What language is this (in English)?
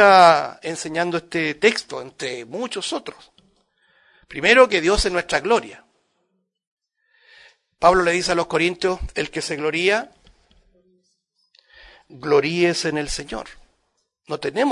Spanish